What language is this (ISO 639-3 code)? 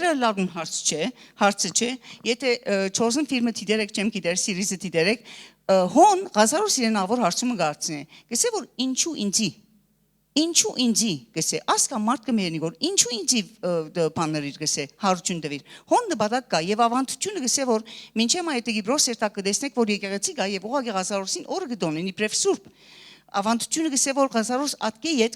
hyw